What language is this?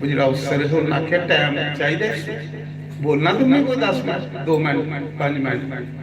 Dogri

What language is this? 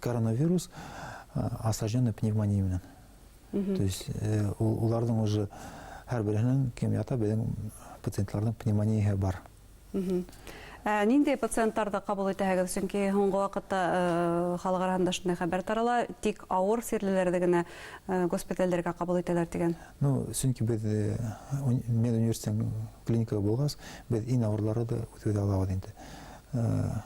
Bashkir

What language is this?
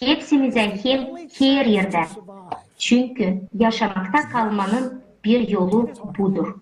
Gagauz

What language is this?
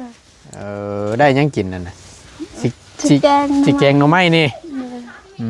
Northeastern Thai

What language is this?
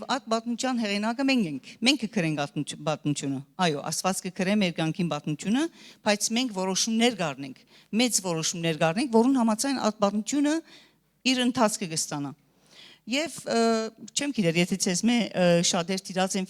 Western Armenian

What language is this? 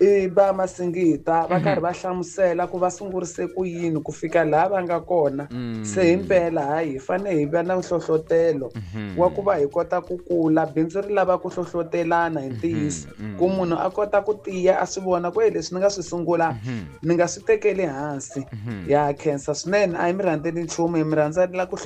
Tsonga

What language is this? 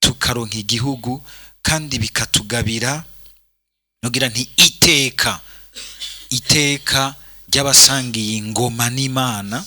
Rundi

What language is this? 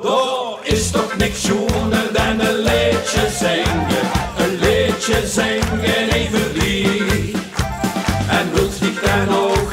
Limburgish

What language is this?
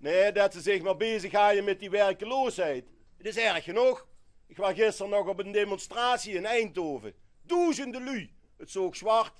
Limburgish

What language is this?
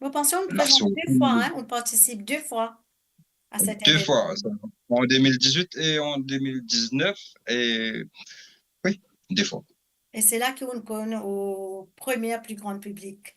Morisyen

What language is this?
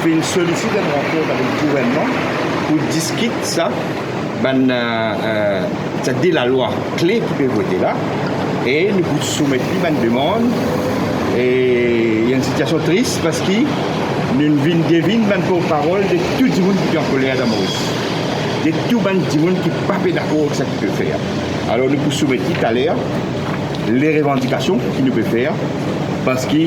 Morisyen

